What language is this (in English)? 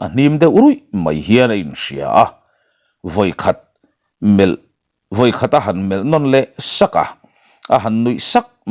Mizo